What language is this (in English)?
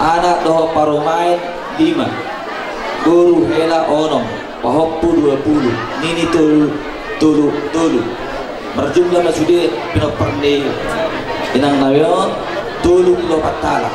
Batak Toba